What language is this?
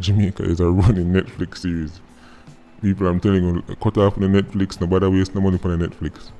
Jamaican Creole English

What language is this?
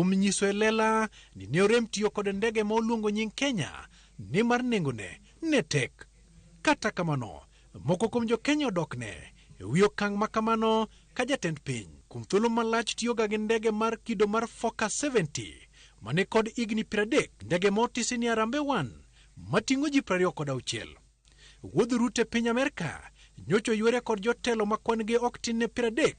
Luo (Kenya and Tanzania)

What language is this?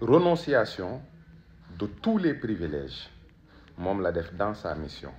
Wolof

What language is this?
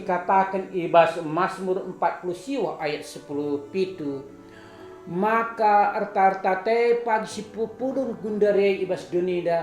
Batak Karo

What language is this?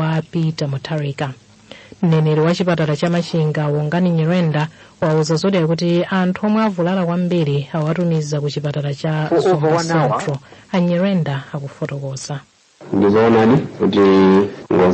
Nyanja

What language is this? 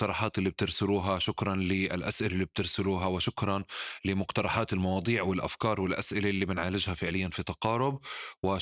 North Levantine Arabic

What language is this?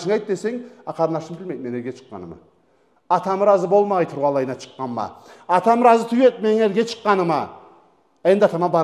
Karachay-Balkar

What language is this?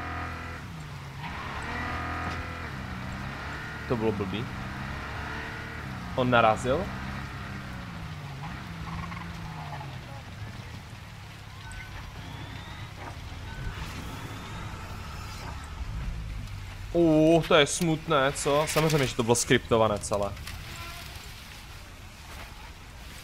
Czech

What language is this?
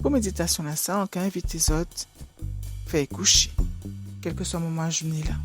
Guadeloupean Creole French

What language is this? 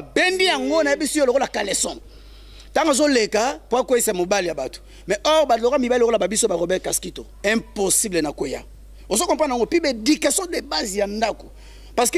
Lingala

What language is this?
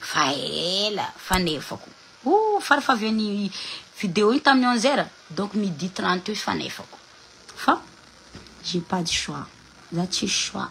Malagasy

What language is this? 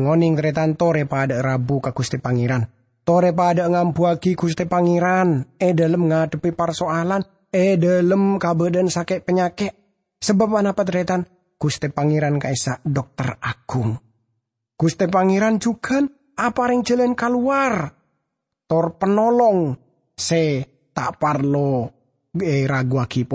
Madurese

